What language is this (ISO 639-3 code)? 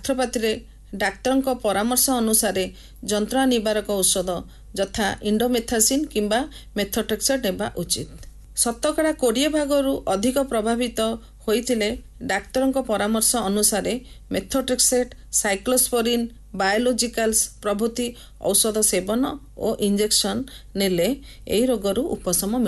ori